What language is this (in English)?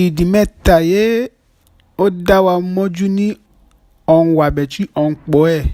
Yoruba